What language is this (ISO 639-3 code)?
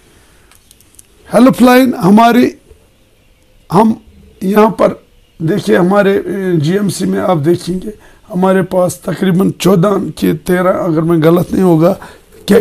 urd